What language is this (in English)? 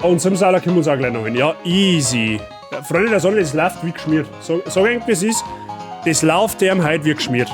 Bavarian